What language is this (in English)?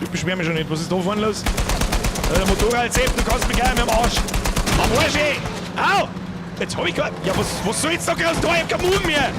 Bavarian